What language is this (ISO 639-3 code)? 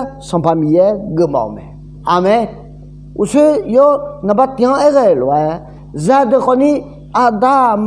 ahk